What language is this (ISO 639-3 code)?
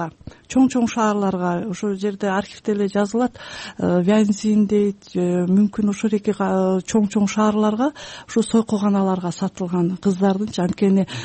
kir